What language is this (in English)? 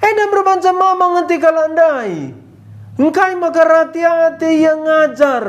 Batak Karo